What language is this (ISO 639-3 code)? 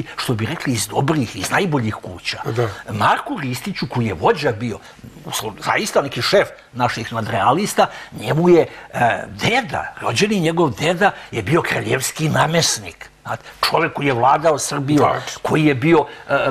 srp